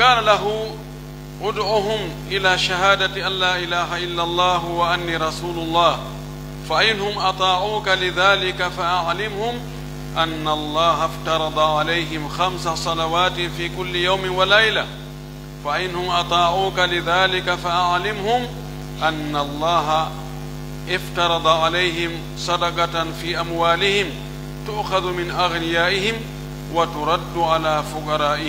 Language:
Pular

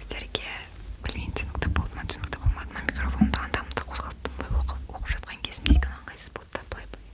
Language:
Kazakh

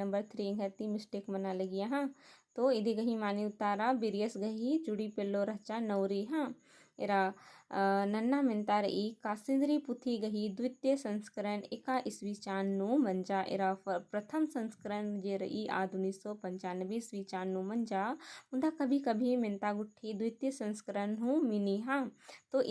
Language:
Kurukh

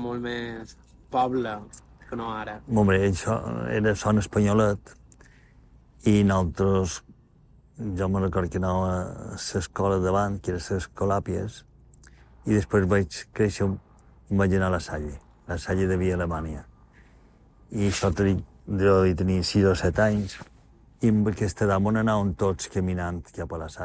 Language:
Catalan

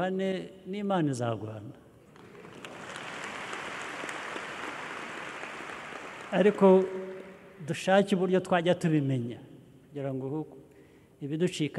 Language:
Kinyarwanda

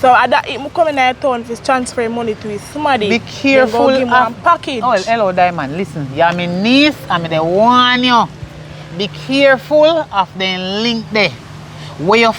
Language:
Jamaican Creole English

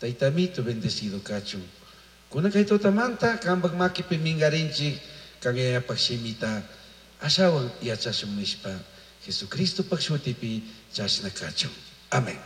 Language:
Chimborazo Highland Quichua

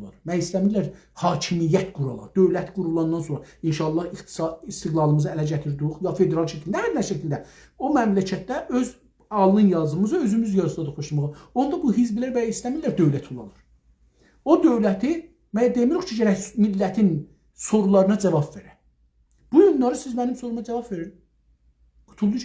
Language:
South Azerbaijani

